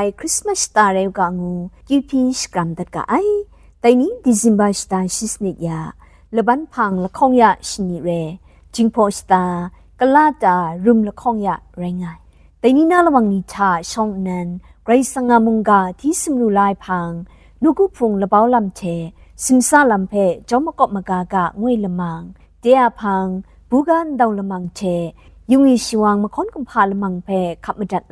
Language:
Kachin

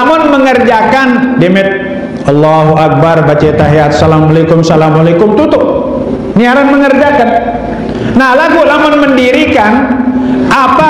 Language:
Sasak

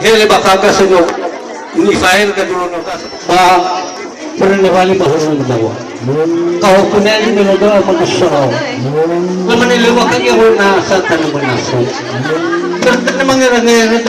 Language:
Nias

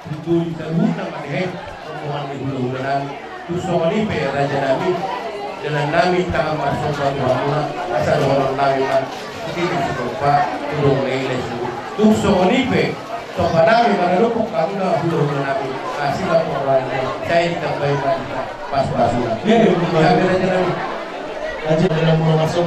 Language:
Batak Toba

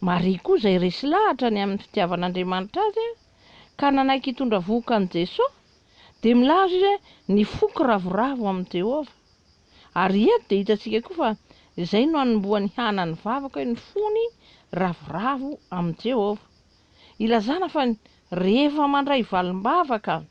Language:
Malagasy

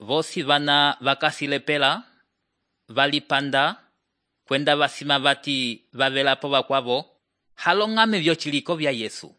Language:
Umbundu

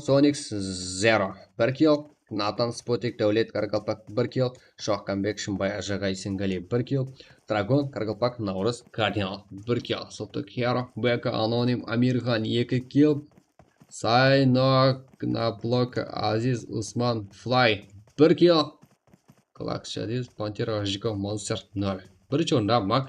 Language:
Kara-Kalpak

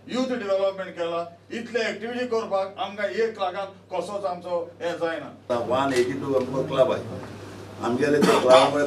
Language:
Konkani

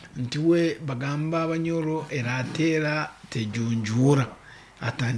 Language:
Nyankole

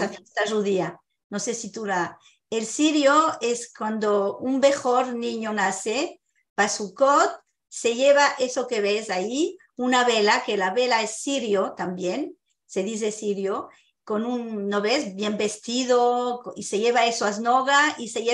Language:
Ladino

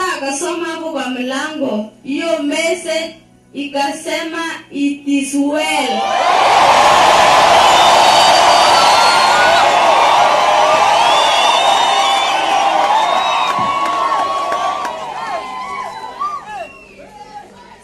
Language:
Swahili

